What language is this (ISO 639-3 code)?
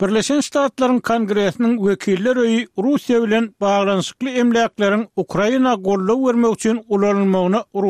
tuk